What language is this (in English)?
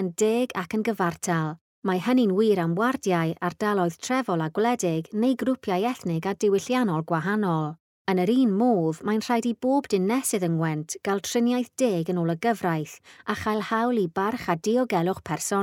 Welsh